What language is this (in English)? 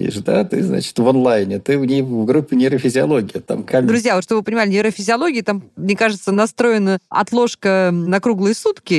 Russian